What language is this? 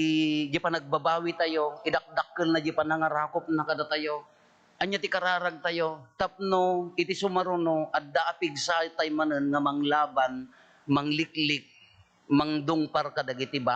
Iloko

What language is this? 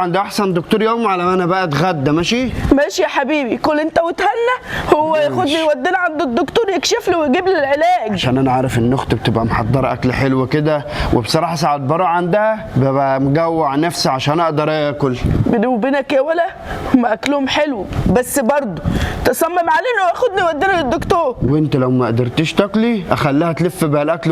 Egyptian Arabic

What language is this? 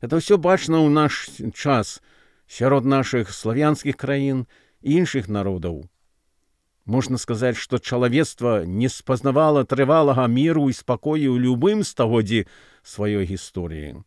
Belarusian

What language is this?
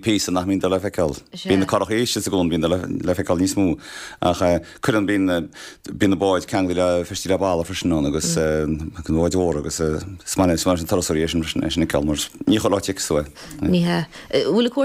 Irish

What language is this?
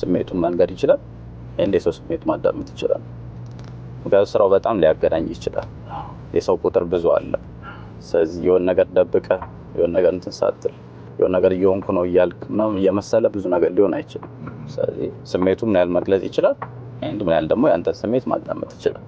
Amharic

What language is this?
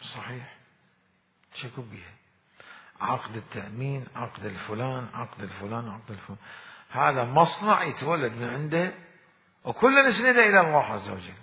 Mesopotamian Arabic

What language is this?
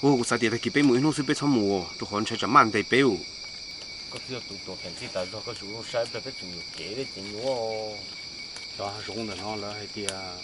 Hmong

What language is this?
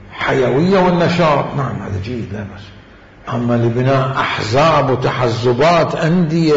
Mesopotamian Arabic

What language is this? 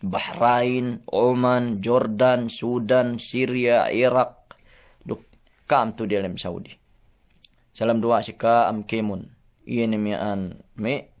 Yakan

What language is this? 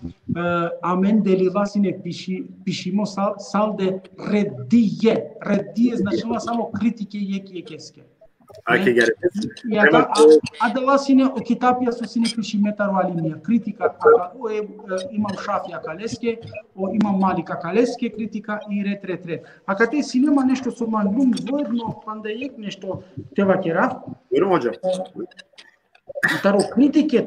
Balkan Romani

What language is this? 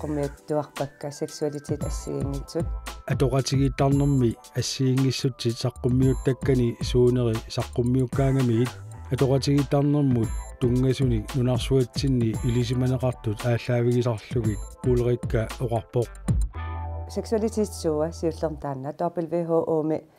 Kalaallisut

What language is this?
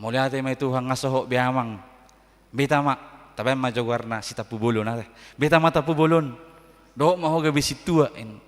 Batak Toba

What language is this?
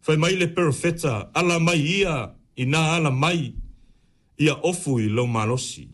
Samoan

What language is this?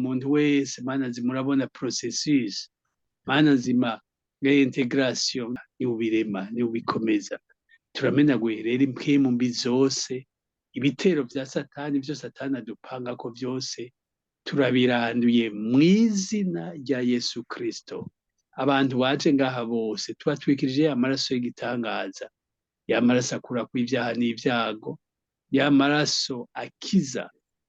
Rundi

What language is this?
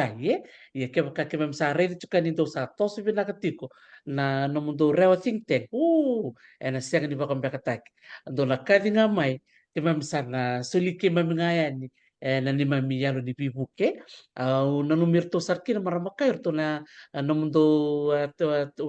Fijian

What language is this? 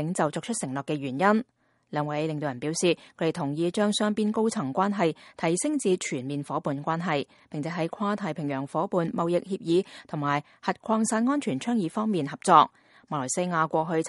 Cantonese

